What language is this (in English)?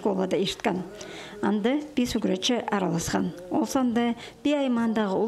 Khakas